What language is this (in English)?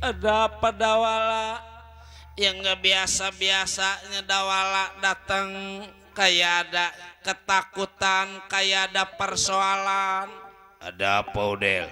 Betawi